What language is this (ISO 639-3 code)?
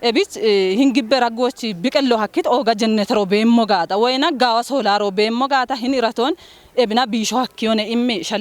kbr